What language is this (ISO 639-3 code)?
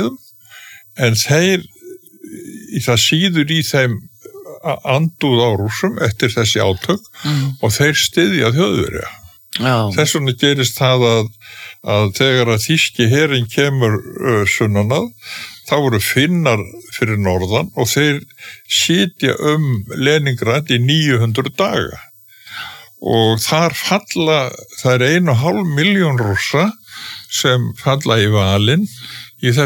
isl